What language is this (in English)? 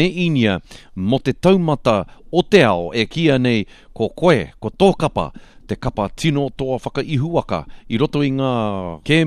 Māori